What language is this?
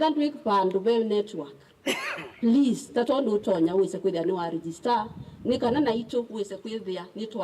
Kamba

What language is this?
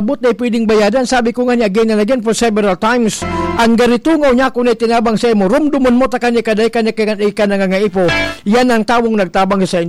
Bikol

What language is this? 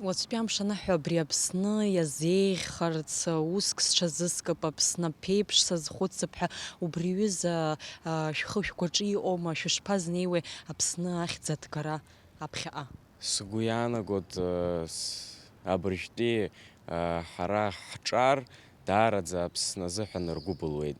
Abkhazian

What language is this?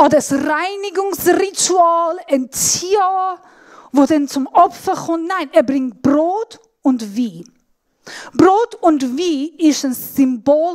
Swiss German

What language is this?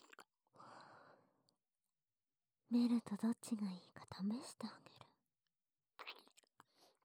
Japanese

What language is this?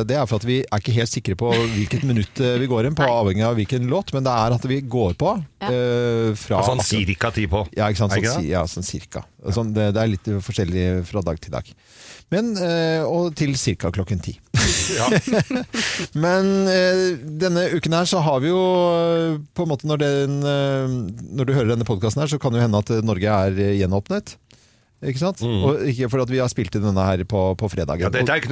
Norwegian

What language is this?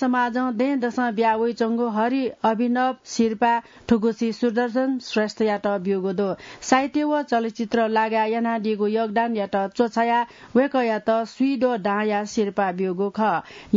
Newari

